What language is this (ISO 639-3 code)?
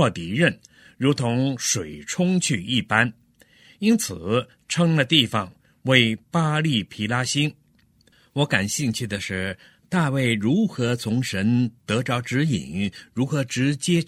zho